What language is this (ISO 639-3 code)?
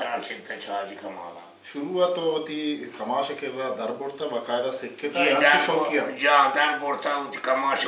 bal